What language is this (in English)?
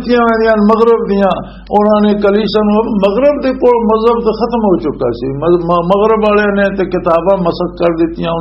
Western Panjabi